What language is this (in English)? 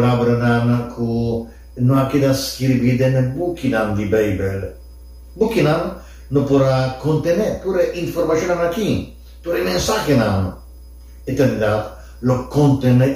Papiamento